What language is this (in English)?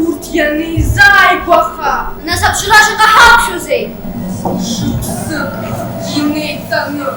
Abkhazian